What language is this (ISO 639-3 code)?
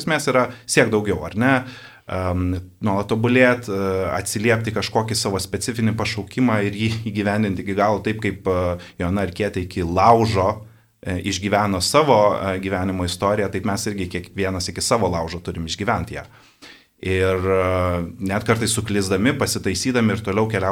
lit